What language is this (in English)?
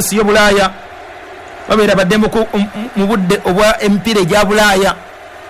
Ganda